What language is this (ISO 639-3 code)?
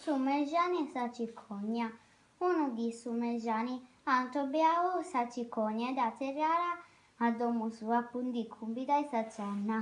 srd